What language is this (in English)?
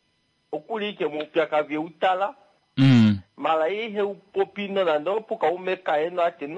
Kuanyama